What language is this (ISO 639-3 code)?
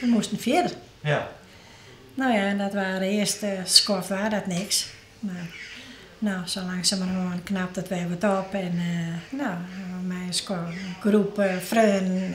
fry